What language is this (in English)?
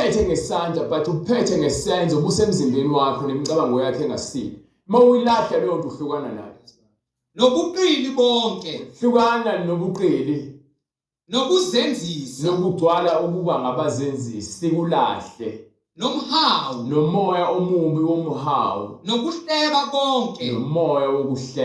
Zulu